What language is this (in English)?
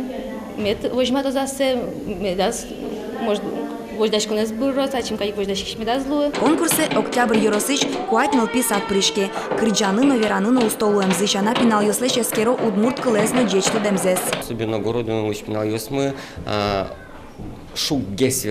Udmurt